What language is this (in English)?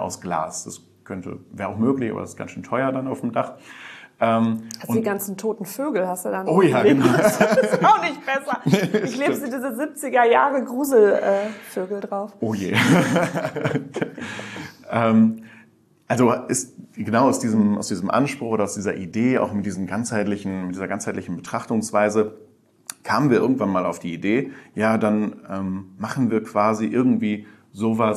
German